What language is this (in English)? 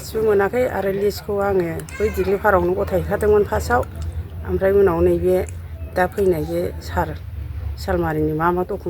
Bodo